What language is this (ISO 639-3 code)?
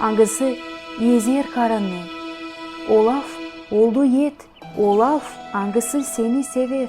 gag